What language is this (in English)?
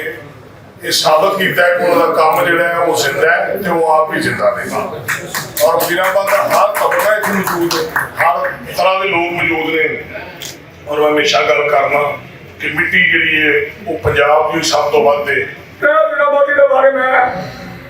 Western Panjabi